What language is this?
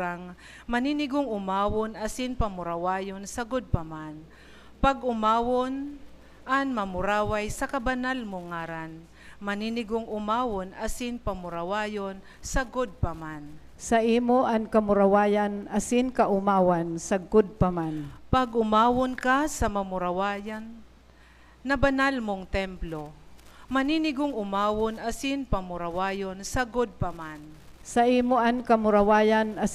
Bikol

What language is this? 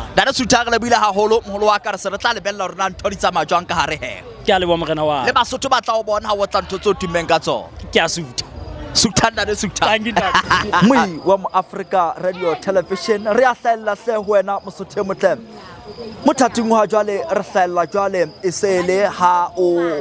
Southern Sotho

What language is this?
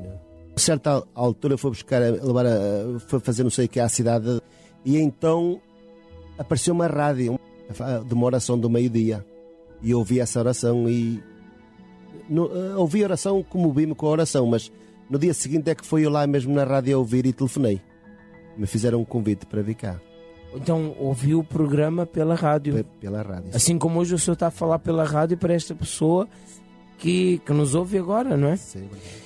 Portuguese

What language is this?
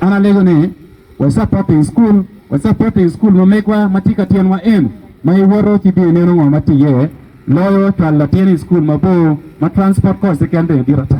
Acoli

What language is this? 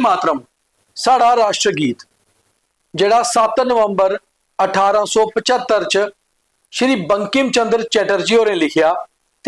Dogri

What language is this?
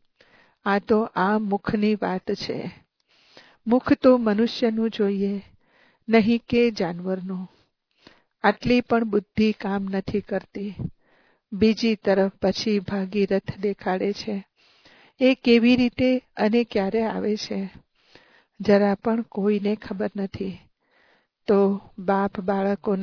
Gujarati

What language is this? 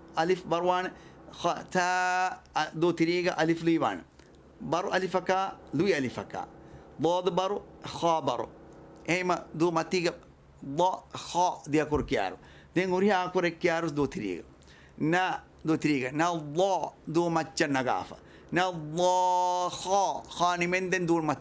Divehi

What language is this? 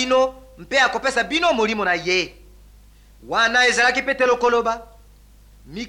Lingala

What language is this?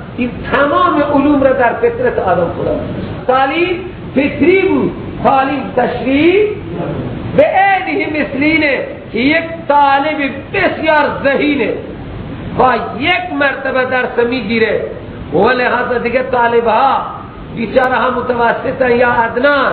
Persian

